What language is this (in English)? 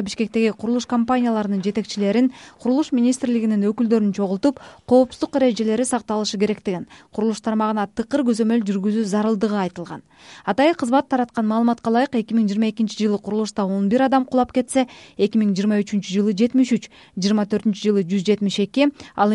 Kyrgyz